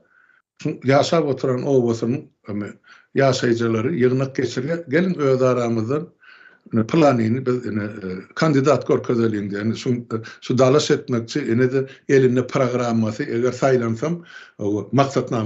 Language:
Turkmen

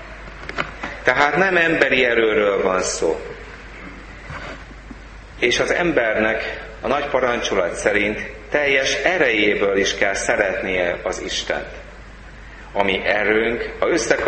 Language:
Hungarian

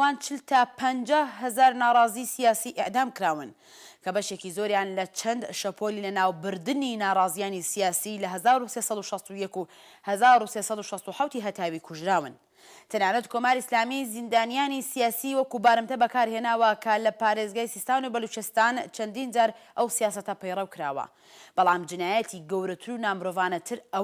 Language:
Central Kurdish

